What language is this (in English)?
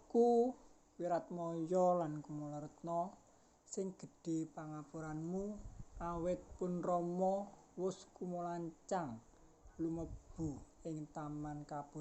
Javanese